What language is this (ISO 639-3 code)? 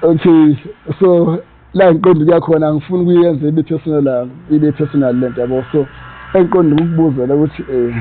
zul